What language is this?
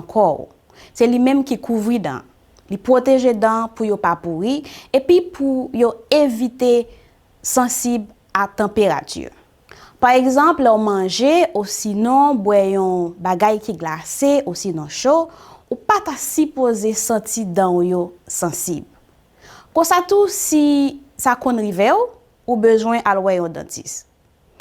Haitian Creole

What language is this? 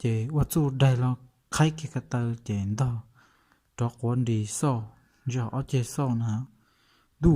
Hmong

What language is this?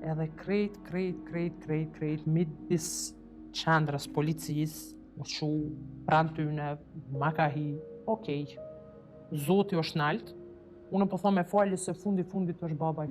Albanian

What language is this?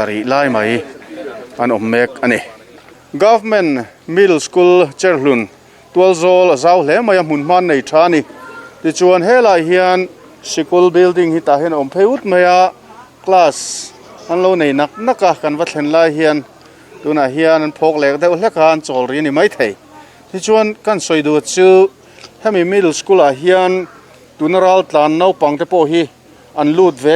Mizo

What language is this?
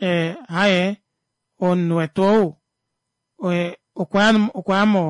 Kuanyama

